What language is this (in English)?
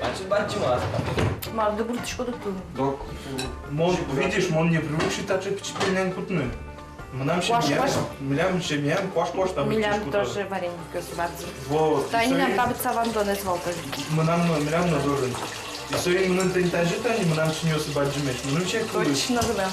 Udmurt